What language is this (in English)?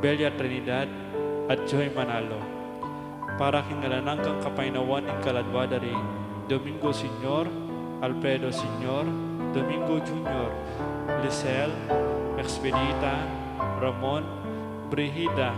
Pampanga